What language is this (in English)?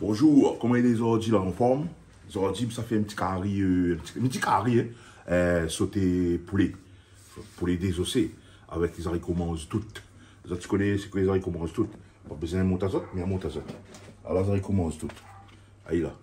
Réunion Creole French